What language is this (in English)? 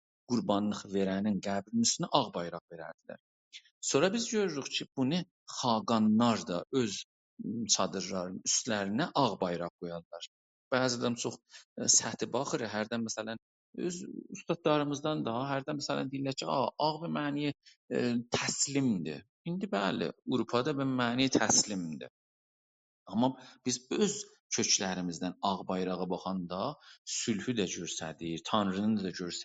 South Azerbaijani